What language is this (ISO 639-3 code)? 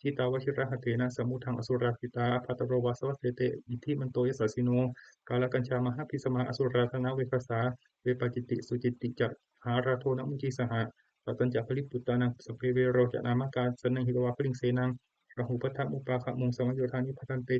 pli